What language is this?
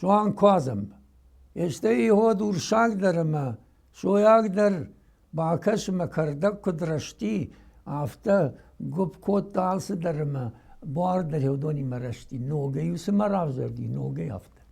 Ossetic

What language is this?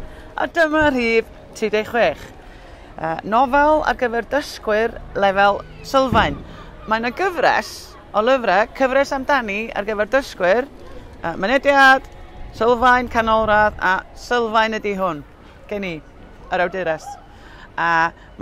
Welsh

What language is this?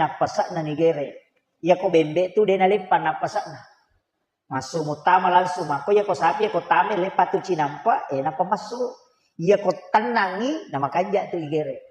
Buginese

